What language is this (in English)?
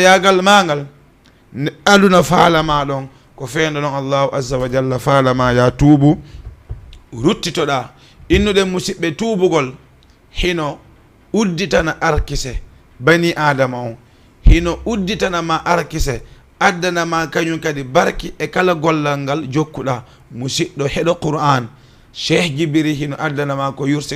Fula